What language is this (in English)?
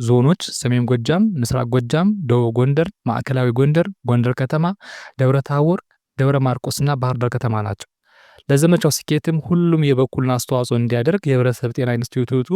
Amharic